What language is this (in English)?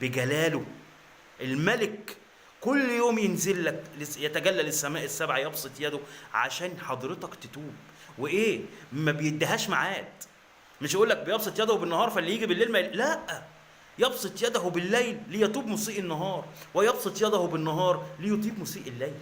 Egyptian Arabic